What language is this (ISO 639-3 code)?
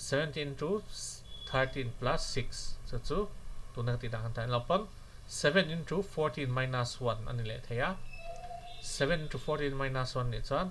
lus